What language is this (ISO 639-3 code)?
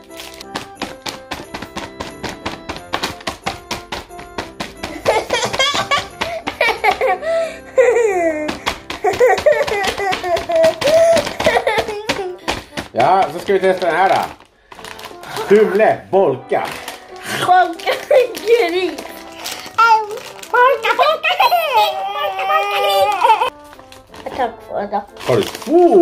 swe